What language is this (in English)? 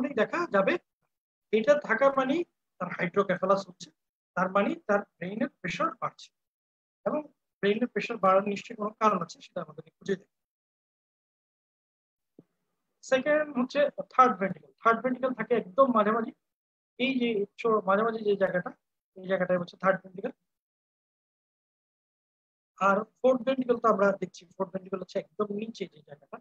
Bangla